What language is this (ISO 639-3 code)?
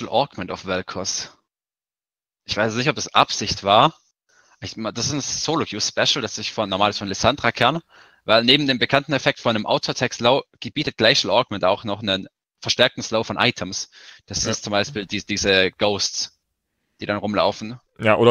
deu